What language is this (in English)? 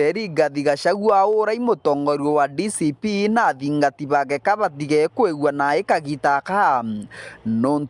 Meru